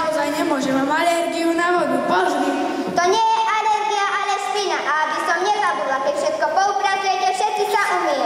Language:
Slovak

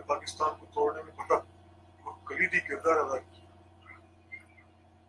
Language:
Urdu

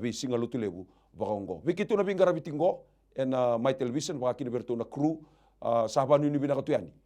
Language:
Fijian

